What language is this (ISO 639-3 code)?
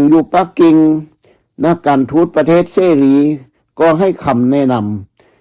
lao